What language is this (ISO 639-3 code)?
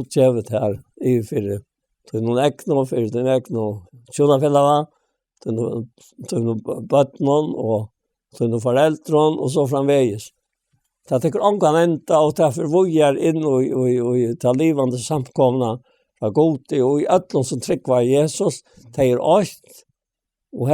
fao